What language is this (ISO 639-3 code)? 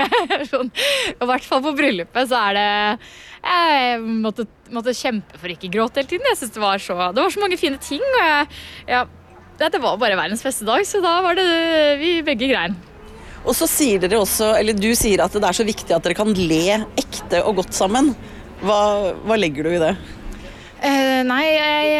nor